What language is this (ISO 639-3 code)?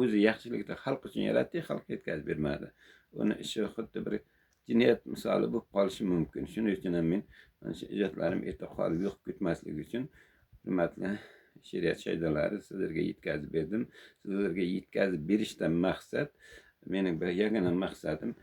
uzb